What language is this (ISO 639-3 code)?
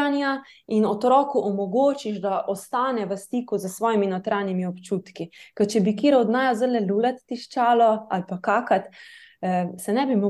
slv